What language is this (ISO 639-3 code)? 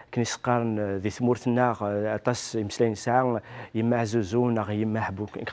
kab